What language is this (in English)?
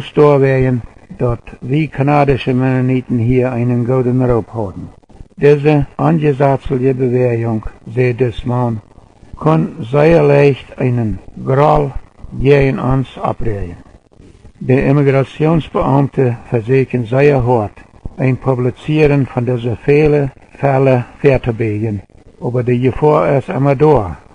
Plautdietsch